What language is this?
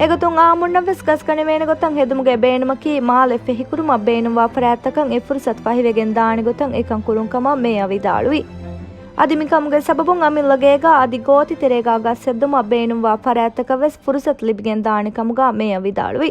Divehi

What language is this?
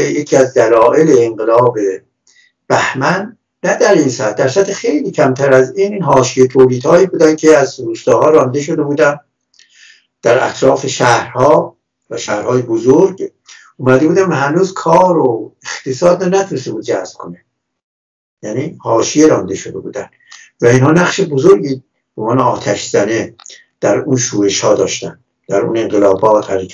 Persian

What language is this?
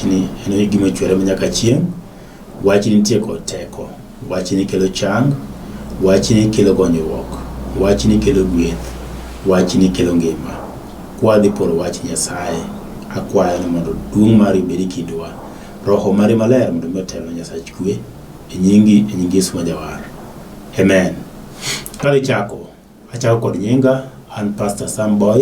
Luo (Kenya and Tanzania)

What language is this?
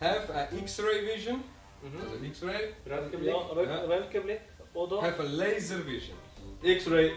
Swiss German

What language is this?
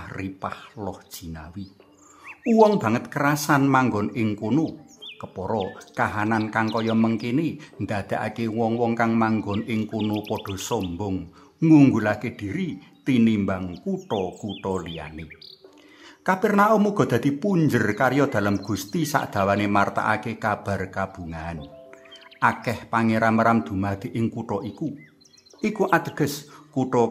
Javanese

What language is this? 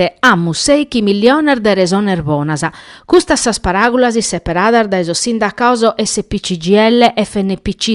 Sardinian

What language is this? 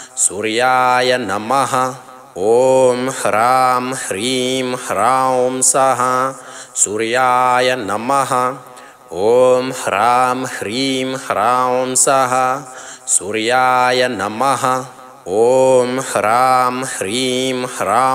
Sanskrit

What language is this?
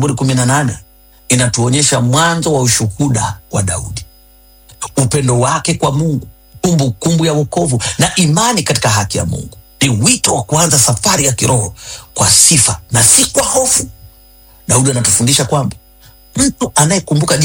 Swahili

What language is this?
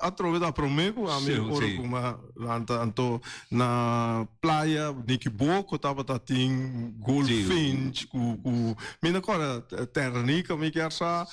Papiamento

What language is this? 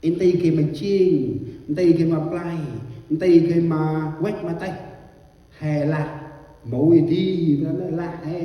Central Mnong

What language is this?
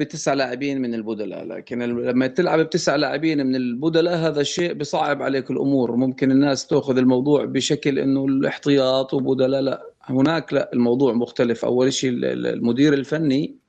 North Levantine Arabic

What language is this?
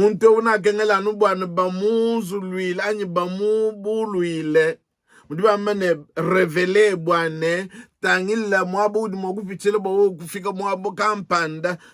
Luba-Lulua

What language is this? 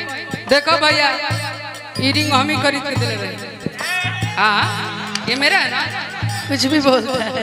Bhojpuri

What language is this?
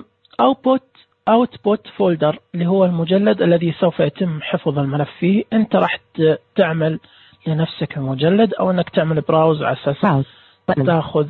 Najdi Arabic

